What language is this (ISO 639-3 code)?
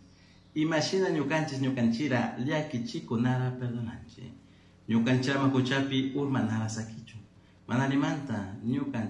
qug